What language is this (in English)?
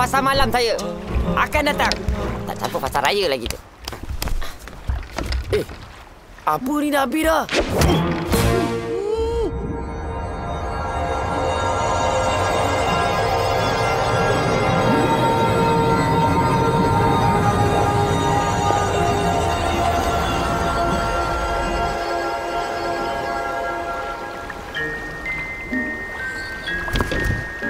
Malay